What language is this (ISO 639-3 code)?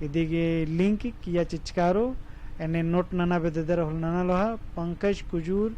kru